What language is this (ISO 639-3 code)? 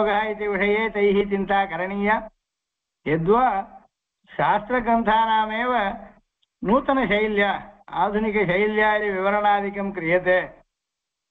san